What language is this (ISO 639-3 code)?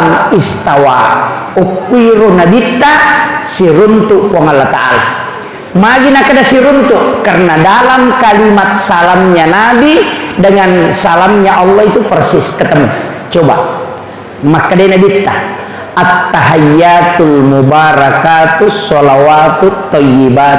bug